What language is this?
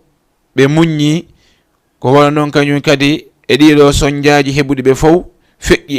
Fula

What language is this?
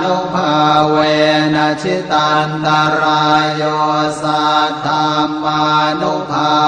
Pali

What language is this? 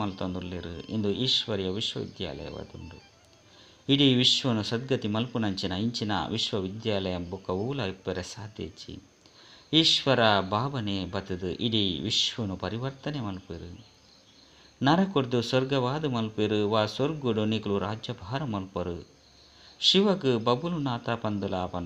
Tulu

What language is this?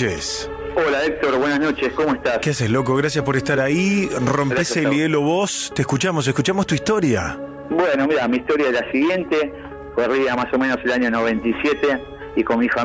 Spanish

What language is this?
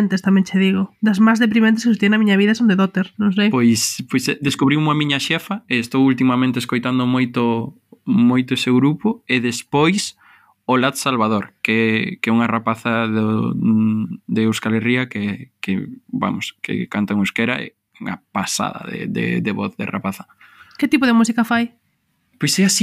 Galician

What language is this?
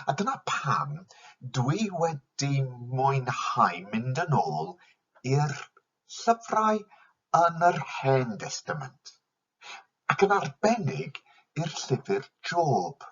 Welsh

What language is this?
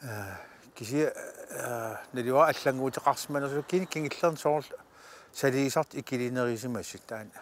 Kalaallisut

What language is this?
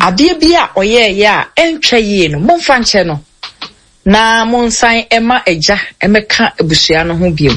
Akan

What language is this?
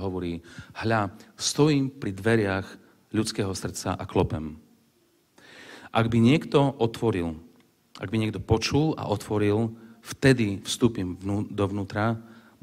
Slovak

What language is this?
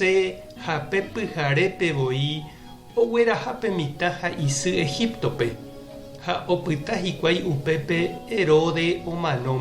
Guarani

